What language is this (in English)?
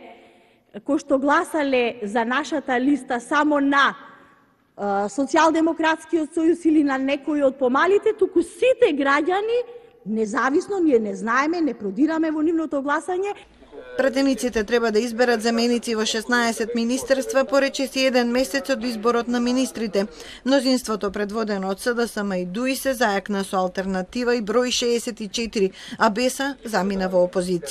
Macedonian